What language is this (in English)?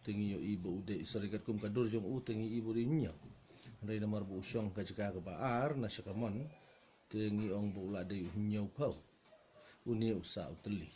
Khasi